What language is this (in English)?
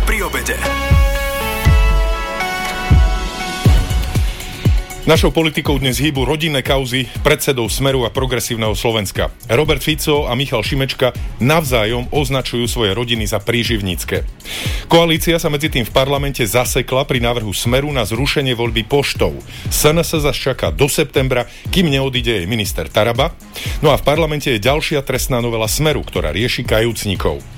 Slovak